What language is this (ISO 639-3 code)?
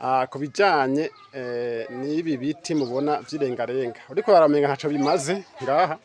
run